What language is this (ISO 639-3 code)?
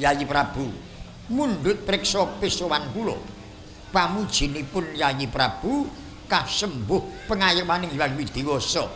jav